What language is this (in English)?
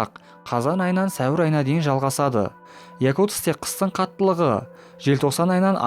Kazakh